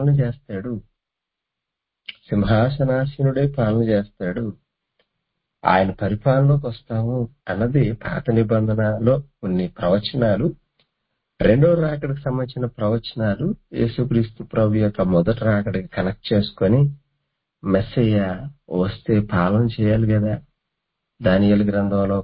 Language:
Telugu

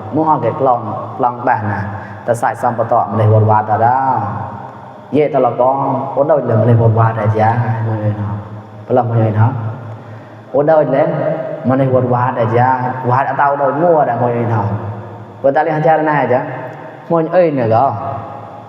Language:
Mon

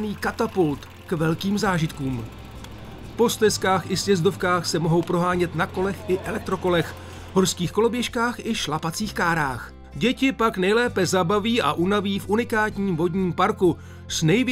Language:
Czech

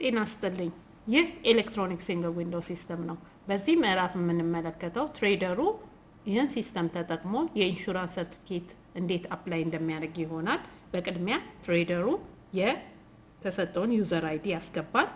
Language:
Amharic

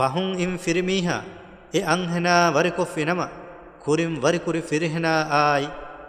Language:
Divehi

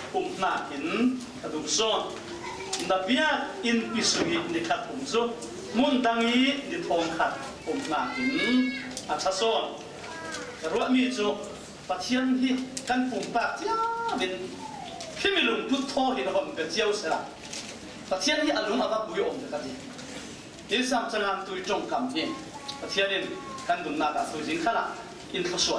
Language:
Falam Chin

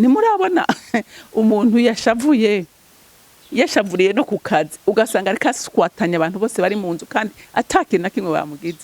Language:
Rundi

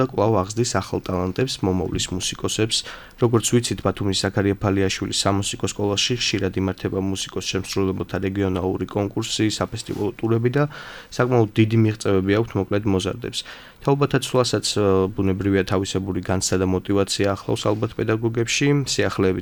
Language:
Georgian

